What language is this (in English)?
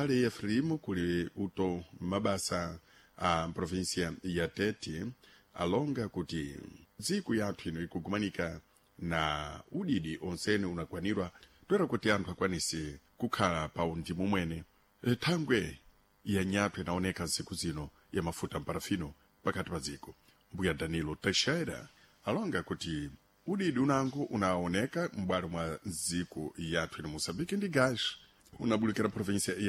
Sena